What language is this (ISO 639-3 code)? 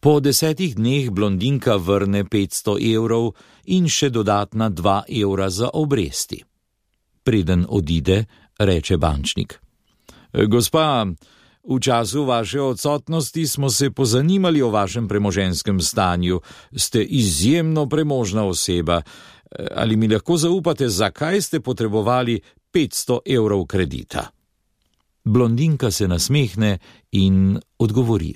slv